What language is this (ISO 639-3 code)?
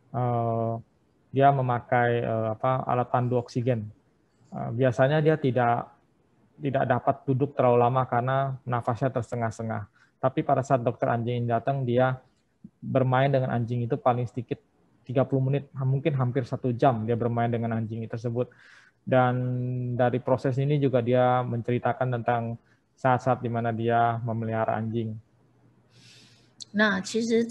ind